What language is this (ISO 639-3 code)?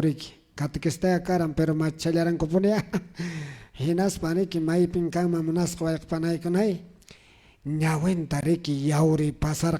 que